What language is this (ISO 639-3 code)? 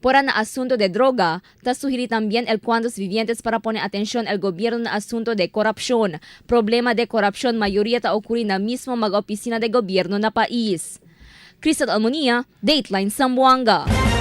cbk